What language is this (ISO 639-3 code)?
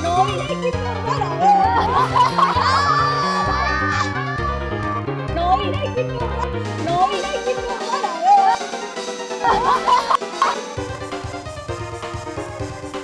tha